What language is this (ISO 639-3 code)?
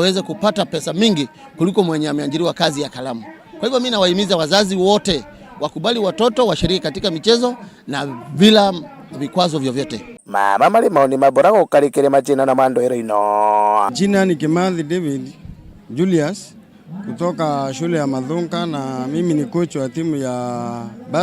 mer